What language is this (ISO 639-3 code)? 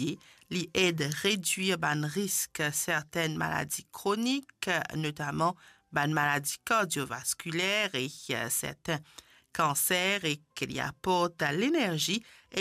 mfe